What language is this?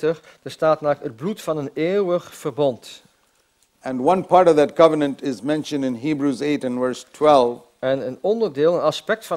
Dutch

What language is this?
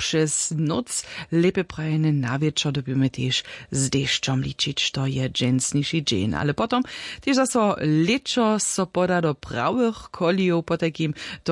Upper Sorbian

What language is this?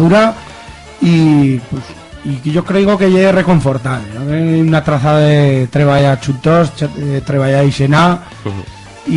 Aragonese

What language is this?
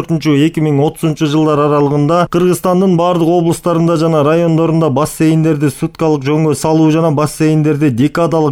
Kyrgyz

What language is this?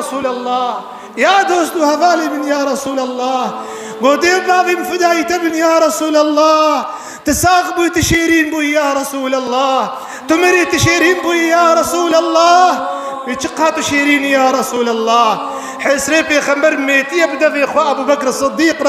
Kurdish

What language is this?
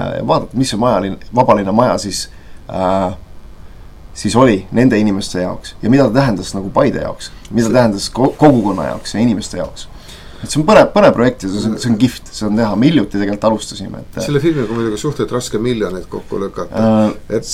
Estonian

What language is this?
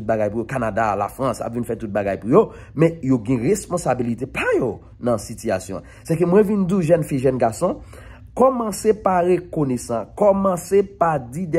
Haitian Creole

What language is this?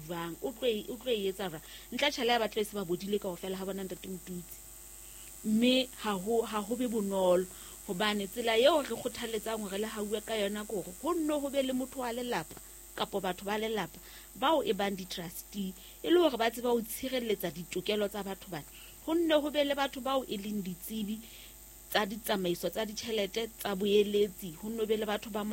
Southern Sotho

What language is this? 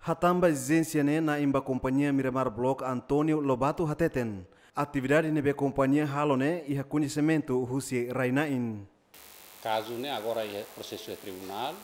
Tetum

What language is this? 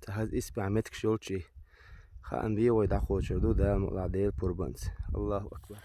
Chechen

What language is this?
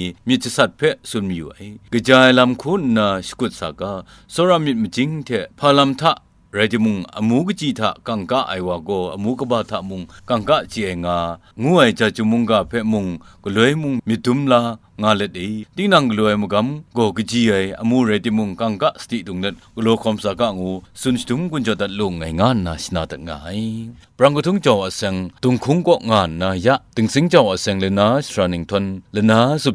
Kachin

